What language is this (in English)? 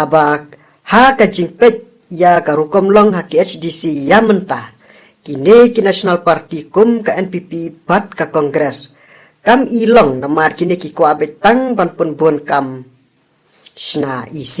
Khasi